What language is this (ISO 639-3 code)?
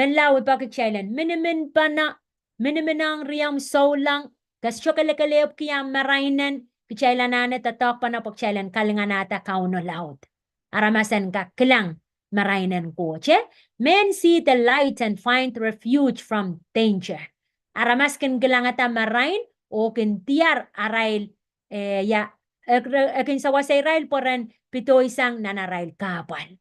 pon